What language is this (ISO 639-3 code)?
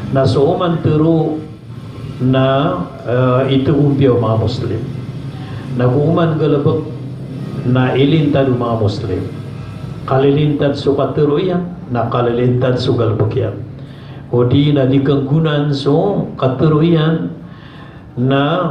mrw